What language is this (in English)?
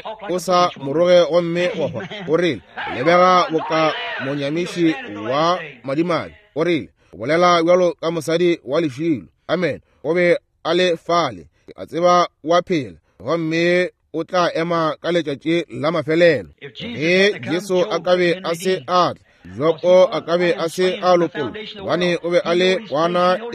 Northern Sotho